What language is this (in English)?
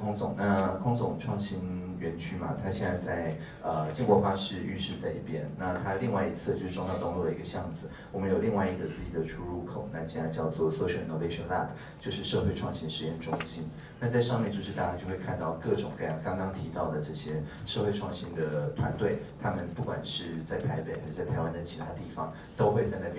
Chinese